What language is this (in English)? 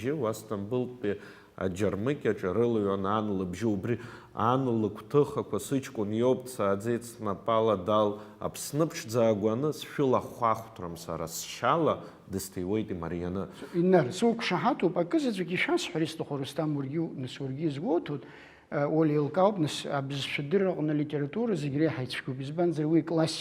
Abkhazian